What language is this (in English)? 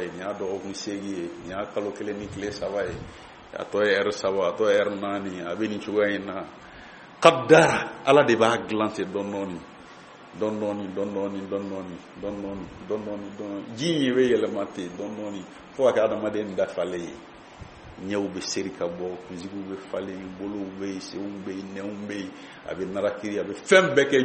Bambara